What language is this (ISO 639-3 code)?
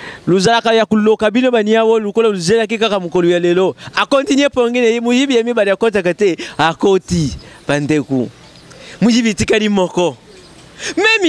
lin